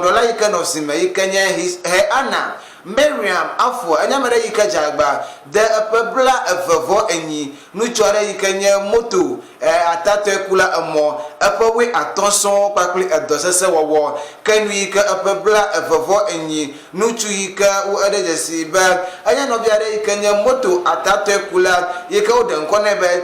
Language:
Ewe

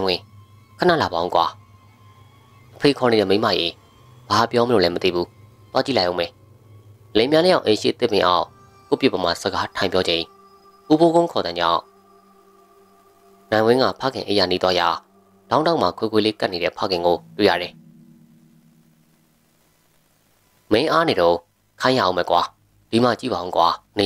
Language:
Burmese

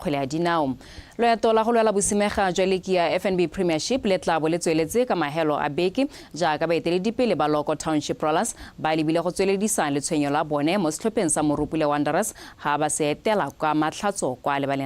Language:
Tswana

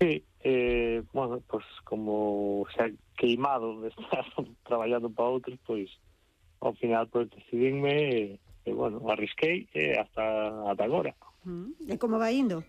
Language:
Galician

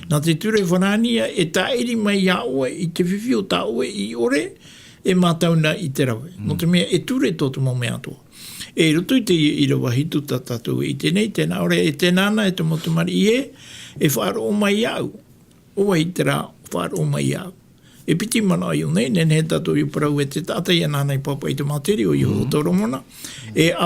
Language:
Tahitian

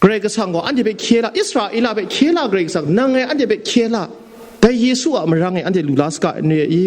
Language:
Kachin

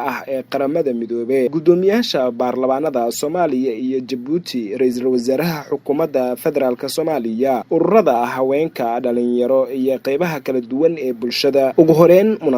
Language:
Somali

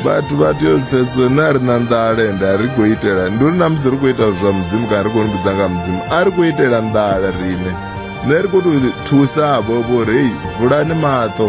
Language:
Venda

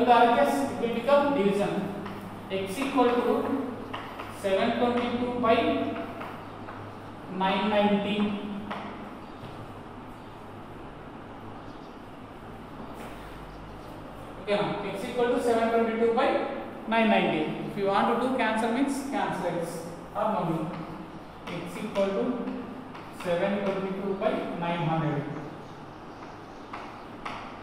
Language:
Telugu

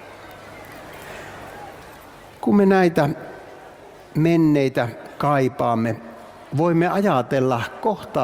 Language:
Finnish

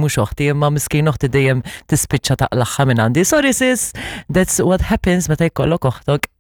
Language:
Maltese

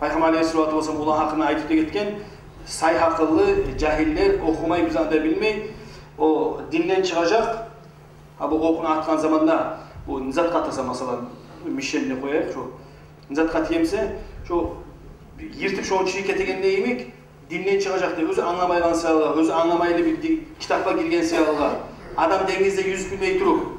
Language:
Kumyk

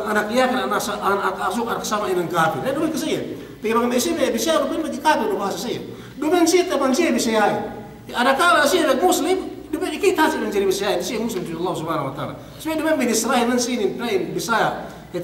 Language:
Yakan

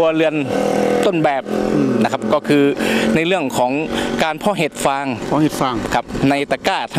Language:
Thai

